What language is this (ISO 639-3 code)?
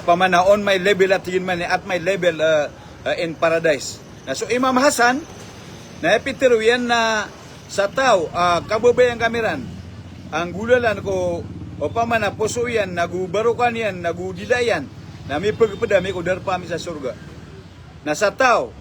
mrw